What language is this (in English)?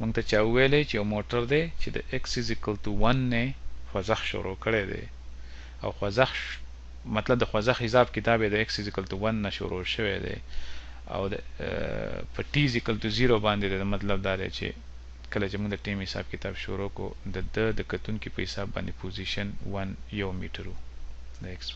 Pashto